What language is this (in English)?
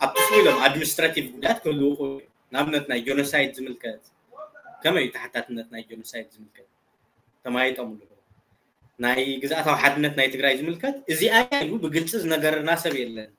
Tigrinya